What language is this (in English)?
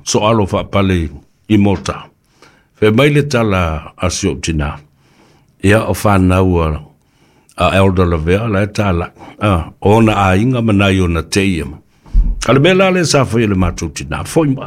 Samoan